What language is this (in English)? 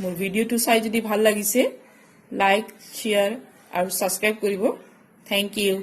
Assamese